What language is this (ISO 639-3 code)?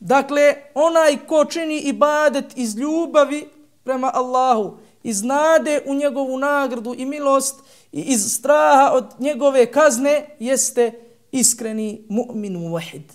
bos